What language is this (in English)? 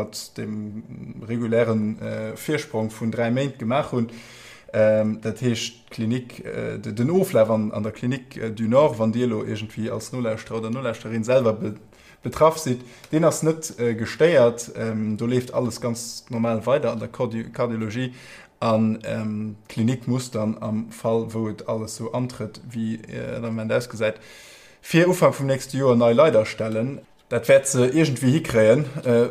Luxembourgish